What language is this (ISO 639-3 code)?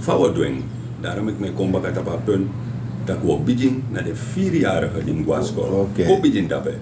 srn